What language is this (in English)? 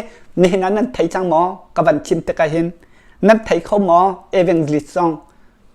Hakha Chin